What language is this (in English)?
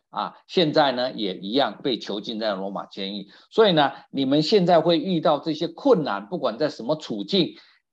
Chinese